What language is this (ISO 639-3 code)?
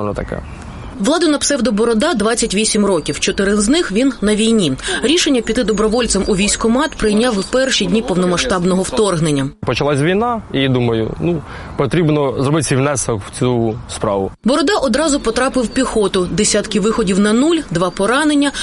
ukr